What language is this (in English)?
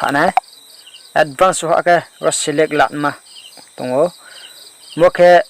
Riang (India)